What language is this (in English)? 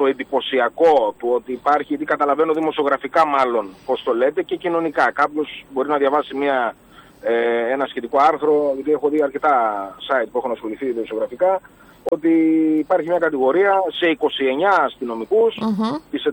Greek